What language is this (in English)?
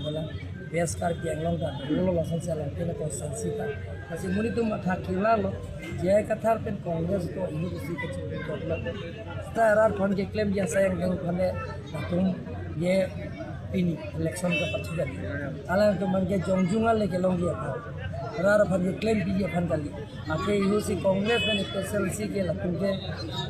Karbi